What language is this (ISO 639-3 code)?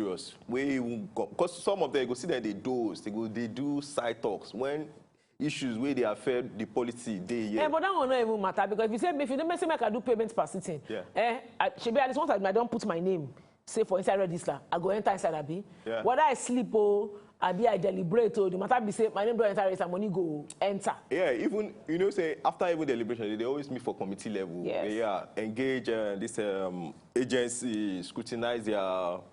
pcm